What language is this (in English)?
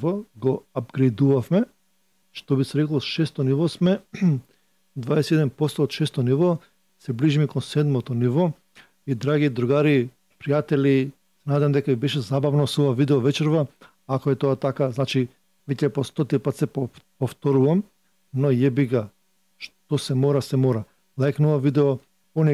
Macedonian